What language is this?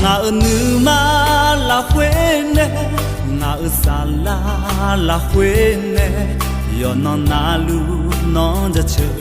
Akha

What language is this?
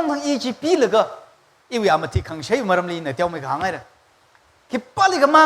Tangkhul Naga (India)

